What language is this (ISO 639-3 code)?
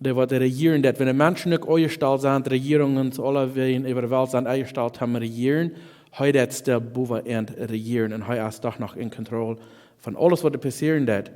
pdt